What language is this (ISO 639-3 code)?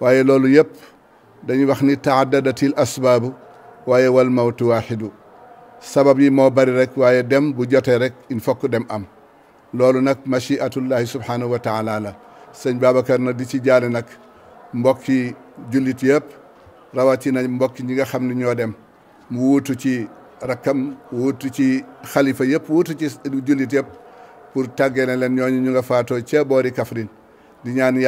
wol